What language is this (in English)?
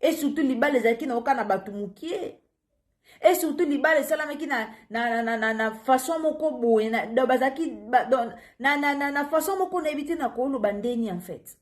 Lingala